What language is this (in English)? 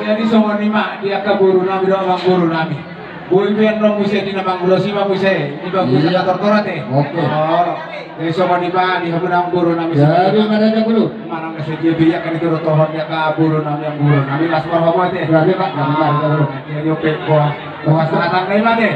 Batak Toba